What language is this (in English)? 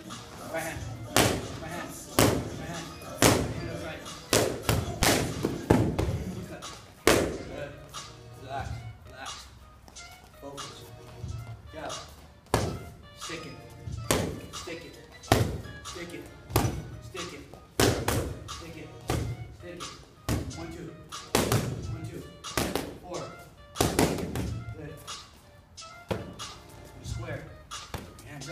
English